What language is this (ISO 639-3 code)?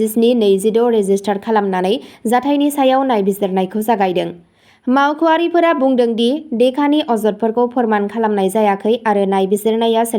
brx